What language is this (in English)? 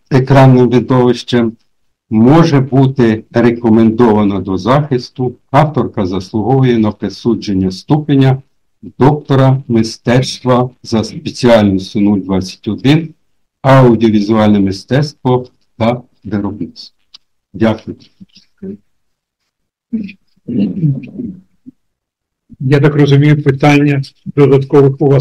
Ukrainian